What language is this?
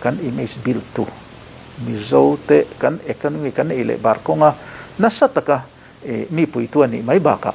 Mizo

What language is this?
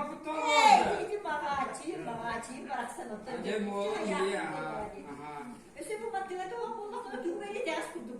Yakut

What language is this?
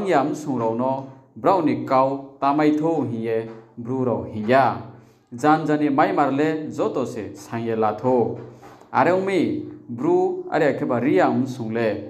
Riang (India)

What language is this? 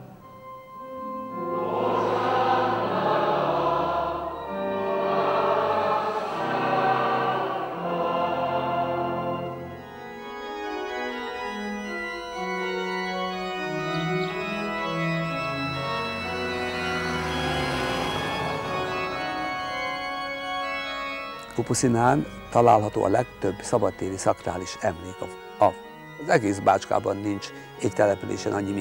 Hungarian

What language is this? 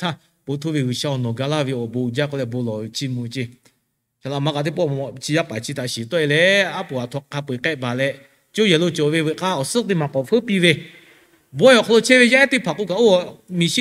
Lahu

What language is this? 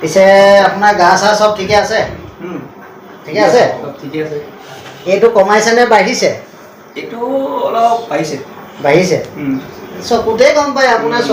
Assamese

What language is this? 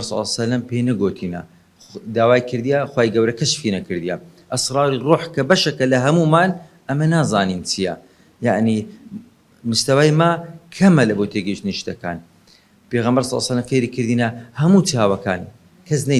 Central Kurdish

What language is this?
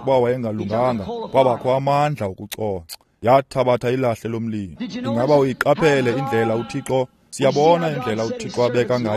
Xhosa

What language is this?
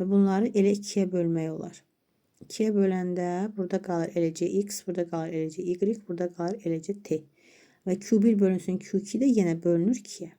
Azerbaijani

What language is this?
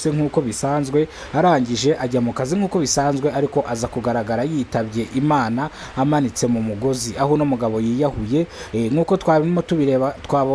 Kinyarwanda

